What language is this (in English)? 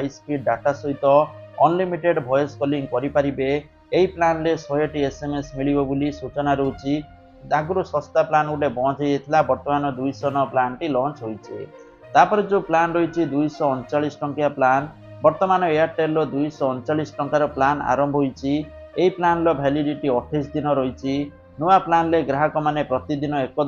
Odia